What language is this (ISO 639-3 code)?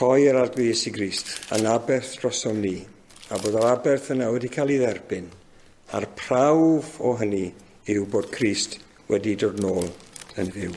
cym